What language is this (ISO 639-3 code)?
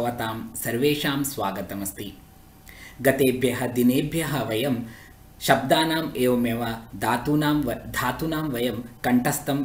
san